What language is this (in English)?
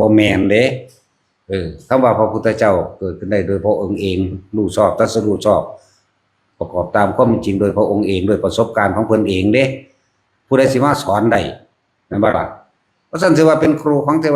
Northeastern Thai